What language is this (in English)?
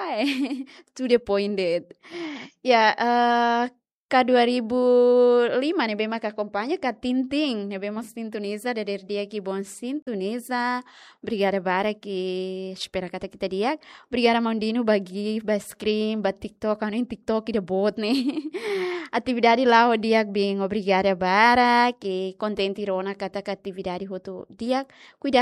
Tetum